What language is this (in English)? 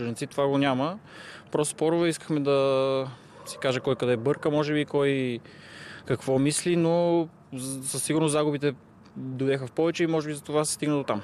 Bulgarian